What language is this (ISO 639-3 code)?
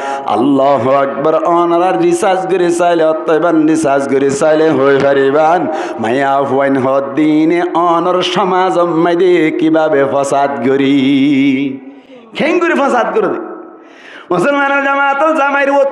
rhg